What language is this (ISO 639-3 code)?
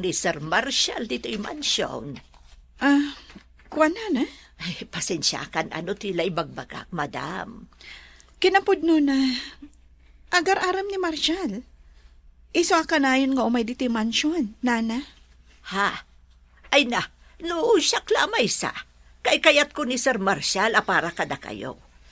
ilo